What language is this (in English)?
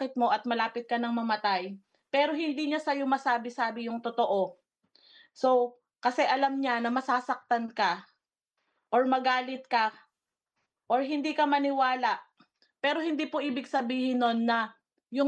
Filipino